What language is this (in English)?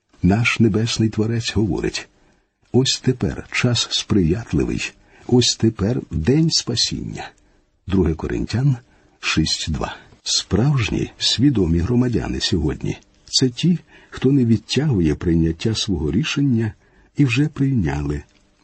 Ukrainian